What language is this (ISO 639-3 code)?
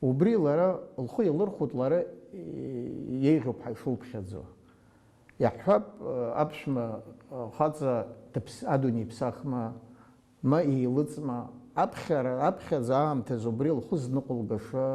abk